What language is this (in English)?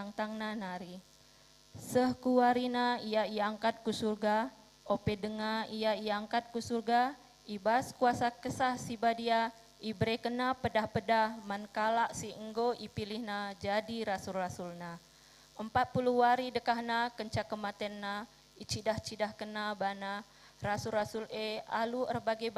Batak Karo